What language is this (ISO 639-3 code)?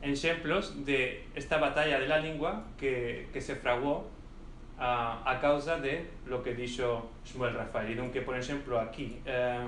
lad